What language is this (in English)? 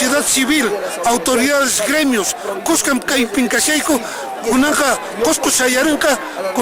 Quechua